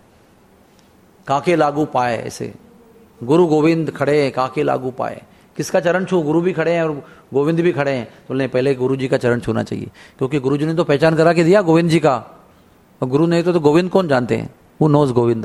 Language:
Hindi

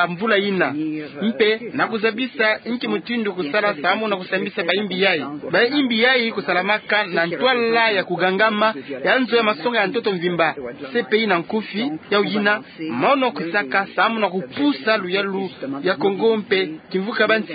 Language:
Kituba (Democratic Republic of Congo)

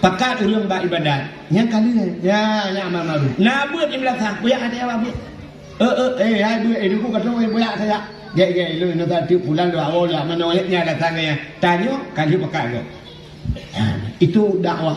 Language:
Achinese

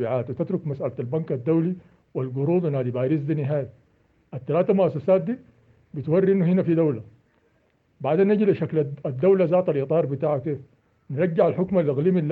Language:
Sudanese Arabic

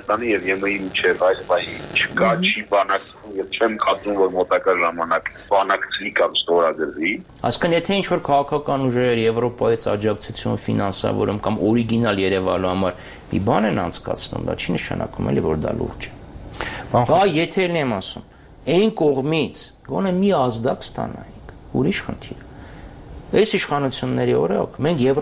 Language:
Armenian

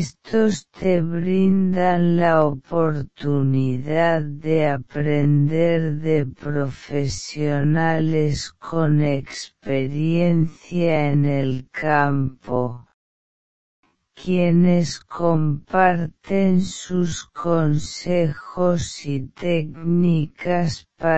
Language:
Spanish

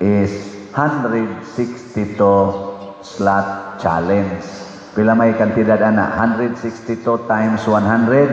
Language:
Cebuano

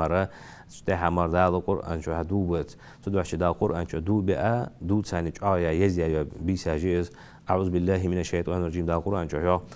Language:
Ingush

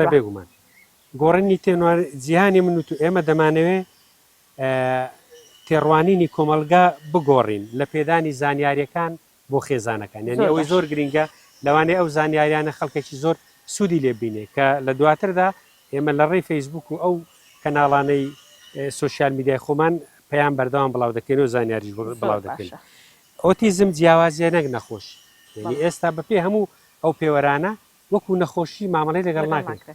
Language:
Central Kurdish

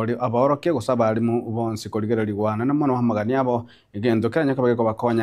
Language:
Gusii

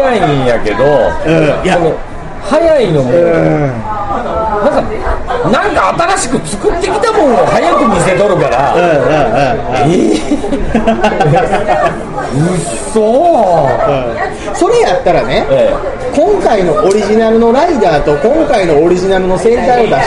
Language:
Japanese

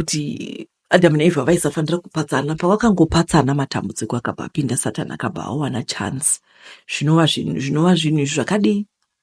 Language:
Shona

